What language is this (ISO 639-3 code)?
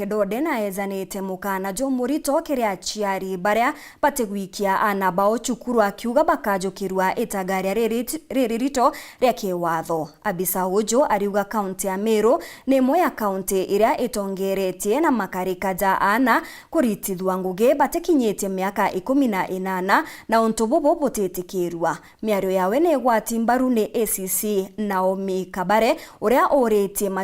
mer